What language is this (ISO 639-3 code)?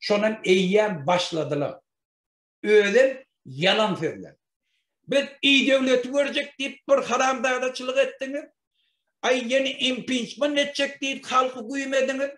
tuk